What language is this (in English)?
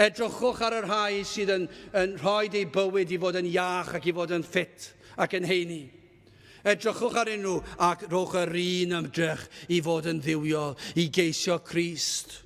Welsh